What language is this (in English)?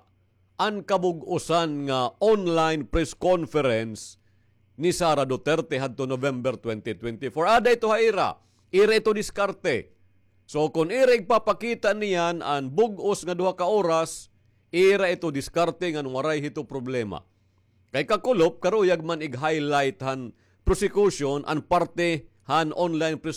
Waray